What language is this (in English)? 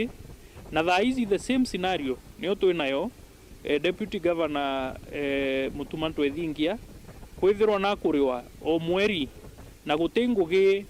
Meru